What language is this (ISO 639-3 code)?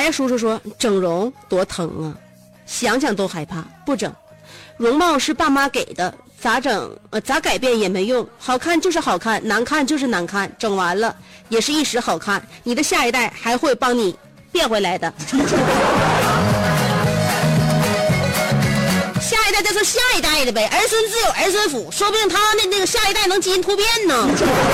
zho